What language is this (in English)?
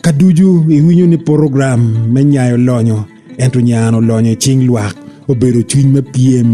Acoli